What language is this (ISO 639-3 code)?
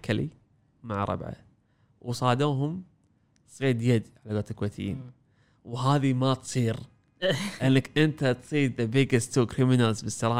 afb